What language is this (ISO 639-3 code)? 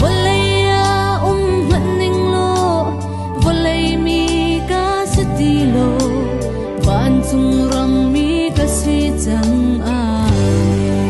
cnh